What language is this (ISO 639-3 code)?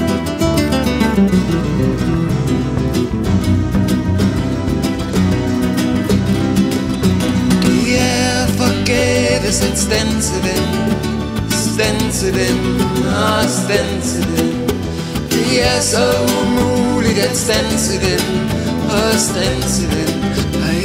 dan